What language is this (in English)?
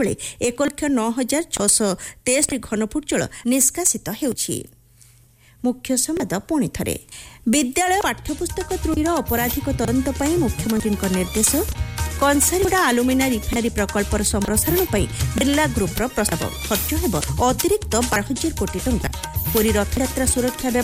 Odia